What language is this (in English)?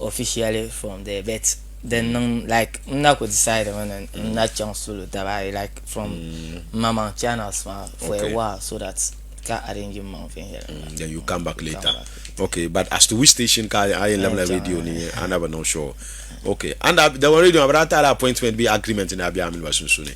Dagbani